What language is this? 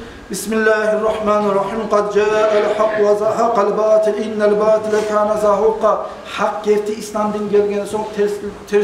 Kumyk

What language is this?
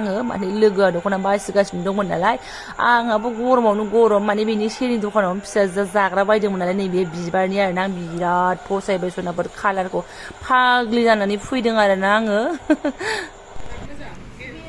Bodo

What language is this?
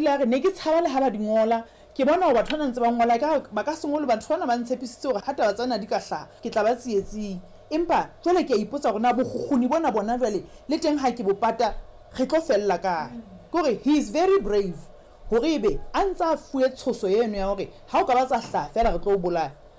Southern Sotho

